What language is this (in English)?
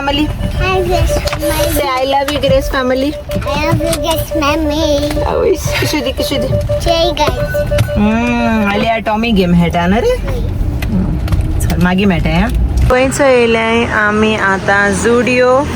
Konkani